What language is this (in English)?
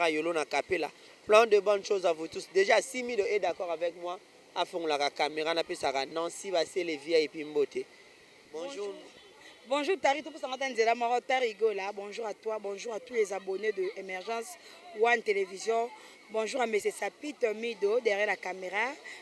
Lingala